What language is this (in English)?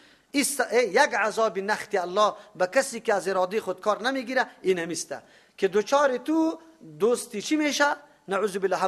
Persian